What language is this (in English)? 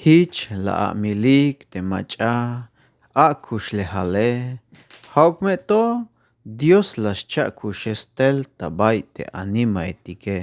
Tzeltal